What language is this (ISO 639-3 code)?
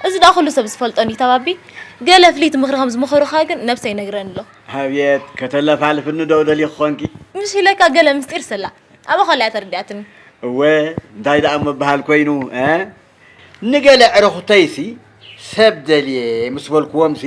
tir